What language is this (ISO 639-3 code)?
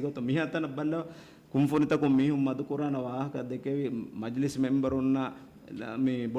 div